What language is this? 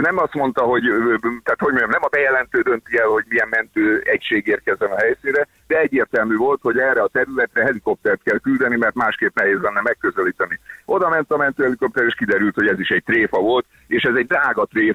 Hungarian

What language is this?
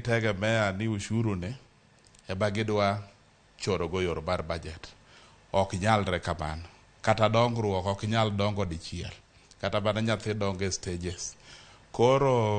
Luo (Kenya and Tanzania)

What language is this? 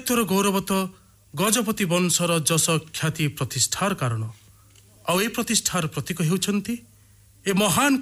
Odia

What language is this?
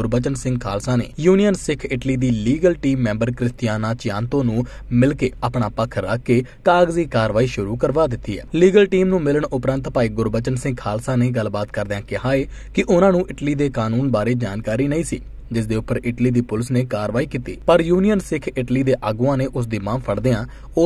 Punjabi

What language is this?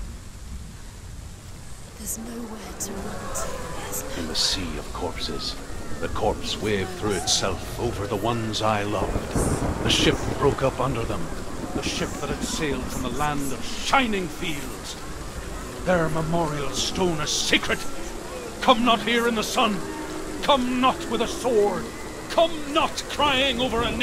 English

